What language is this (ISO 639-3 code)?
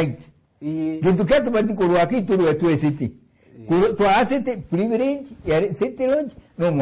mer